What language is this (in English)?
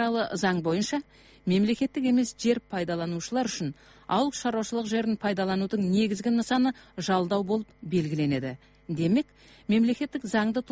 Kazakh